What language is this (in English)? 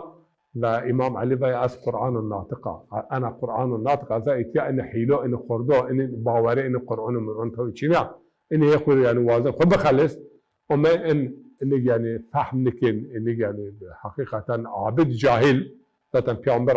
Zaza